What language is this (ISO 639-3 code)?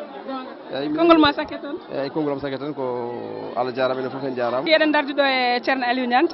ful